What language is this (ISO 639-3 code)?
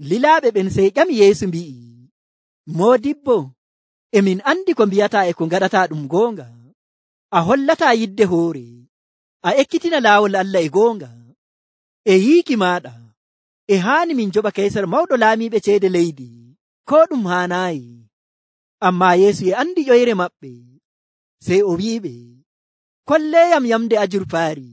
fuv